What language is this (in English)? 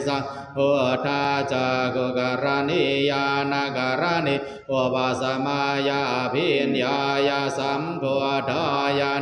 Pali